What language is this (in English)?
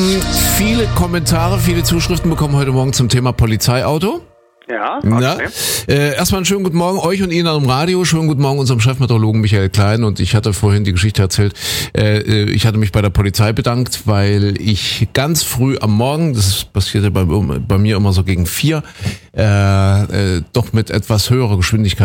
German